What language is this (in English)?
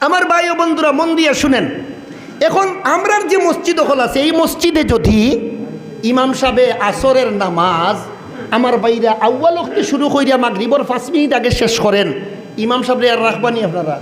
Sylheti